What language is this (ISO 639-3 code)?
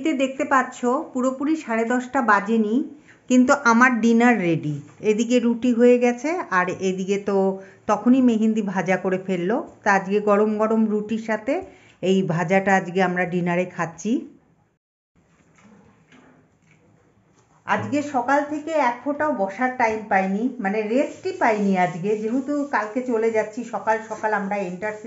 ben